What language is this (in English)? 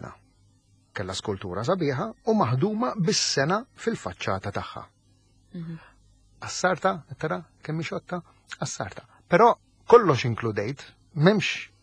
Maltese